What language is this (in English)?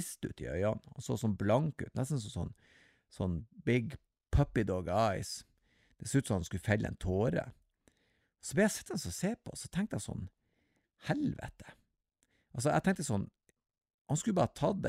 Norwegian